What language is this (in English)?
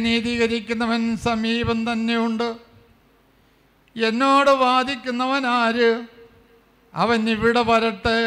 Malayalam